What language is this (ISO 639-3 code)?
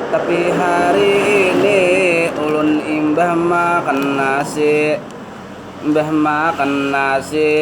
bjn